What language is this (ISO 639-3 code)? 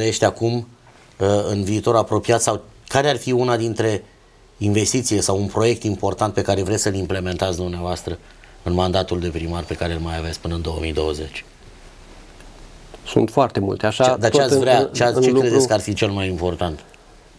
ron